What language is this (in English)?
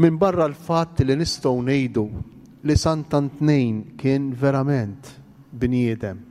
Maltese